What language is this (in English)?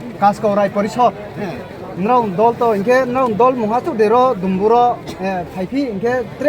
Riang (India)